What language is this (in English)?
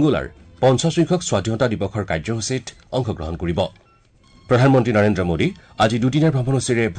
Assamese